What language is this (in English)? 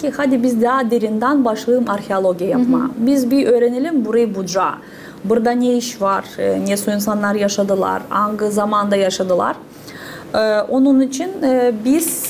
Gagauz